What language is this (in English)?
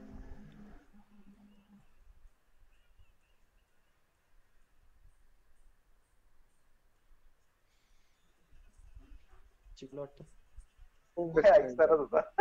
Marathi